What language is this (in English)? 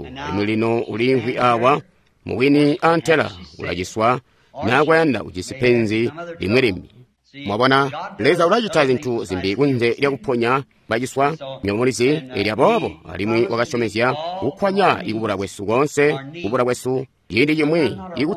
Tonga (Zambia)